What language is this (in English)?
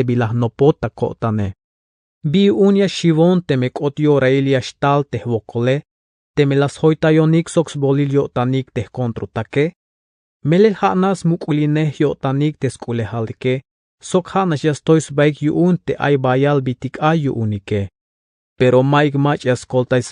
Tzeltal